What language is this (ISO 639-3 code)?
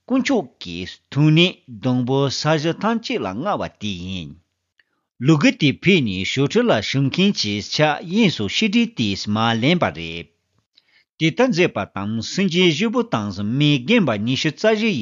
bod